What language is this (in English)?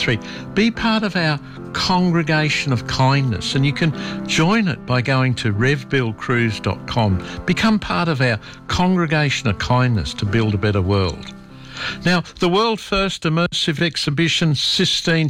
English